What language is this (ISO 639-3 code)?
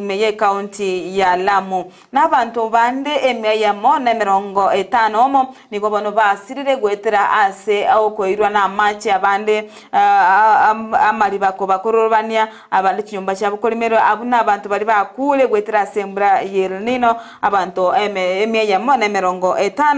guz